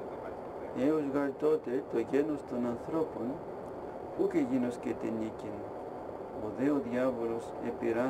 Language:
Greek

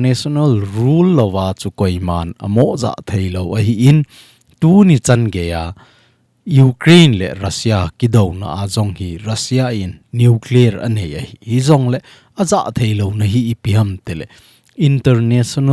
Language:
Thado Chin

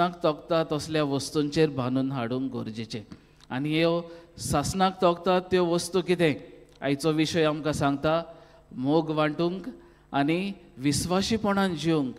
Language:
Konkani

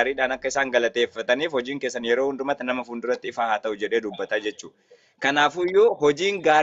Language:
Oromo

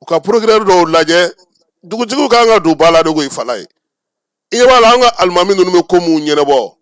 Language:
Bambara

